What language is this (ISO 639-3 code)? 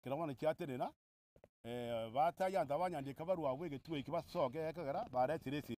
guz